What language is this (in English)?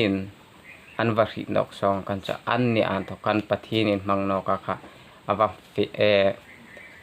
Hmar